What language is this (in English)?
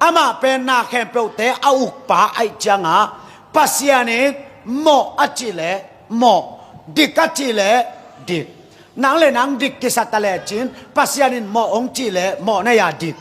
Tedim Chin